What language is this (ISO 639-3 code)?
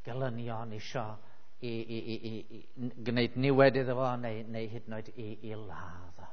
cym